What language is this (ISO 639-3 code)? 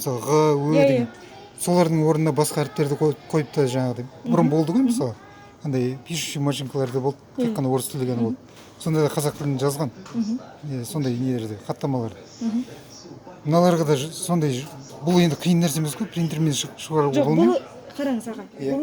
kaz